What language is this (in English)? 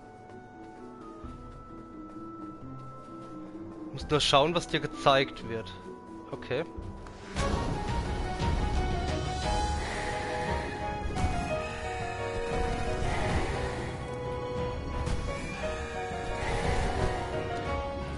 German